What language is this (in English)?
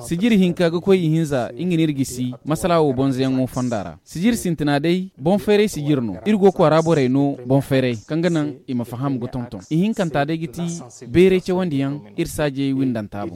Zarma